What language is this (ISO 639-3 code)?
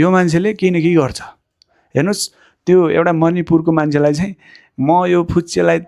nep